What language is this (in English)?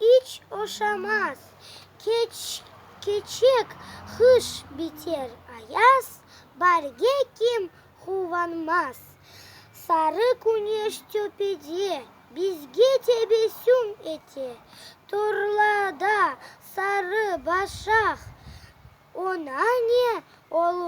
Crimean Tatar